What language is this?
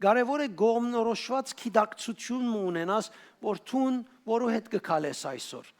Western Armenian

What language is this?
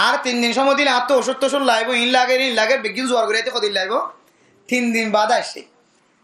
Rohingya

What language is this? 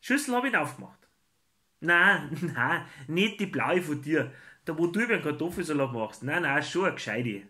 Bavarian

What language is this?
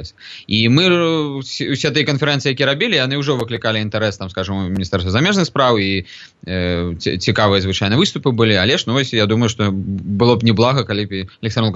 Belarusian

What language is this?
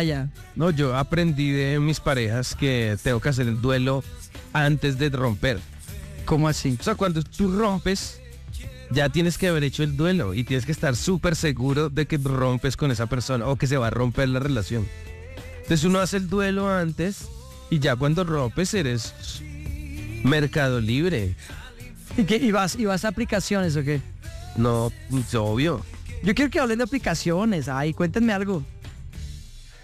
Spanish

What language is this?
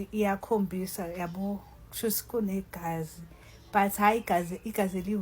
Zulu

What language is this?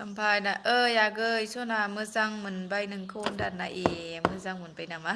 Bodo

